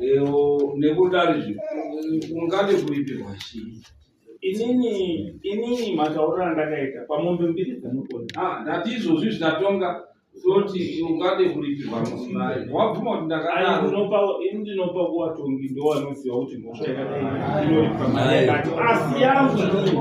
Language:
Shona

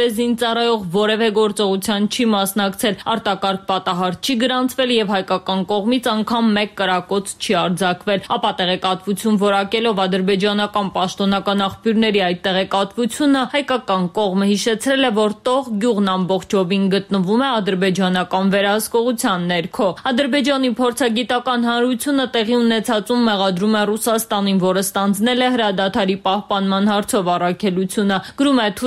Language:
Armenian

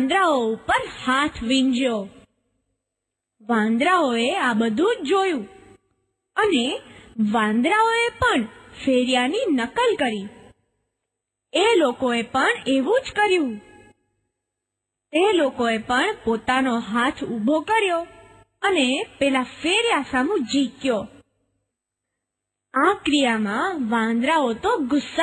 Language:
Gujarati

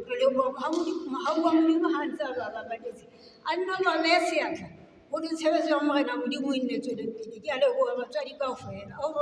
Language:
Southern Sotho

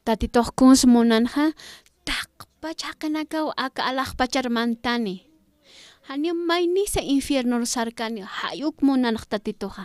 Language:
Aymara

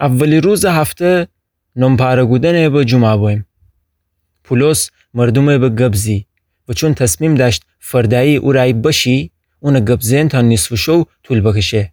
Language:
Gilaki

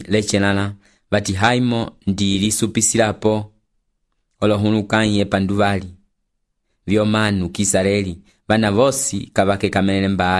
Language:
Umbundu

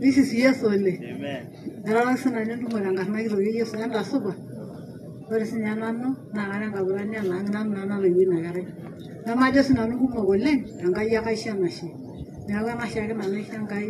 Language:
Masai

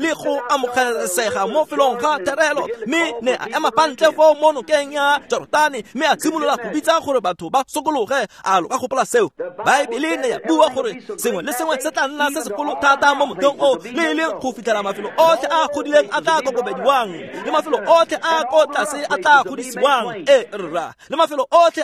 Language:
Tswana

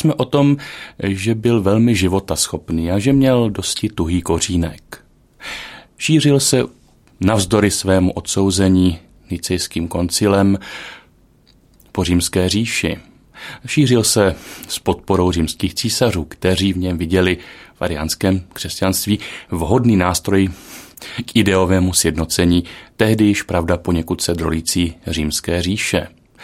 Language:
Czech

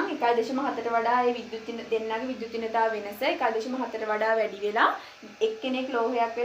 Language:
Sinhala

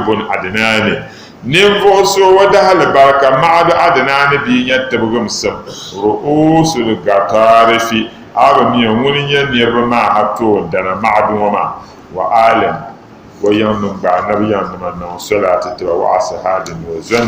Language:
Dagbani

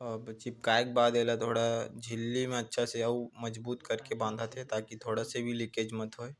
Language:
Chhattisgarhi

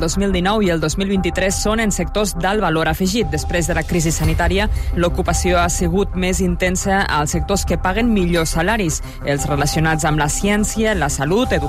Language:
Catalan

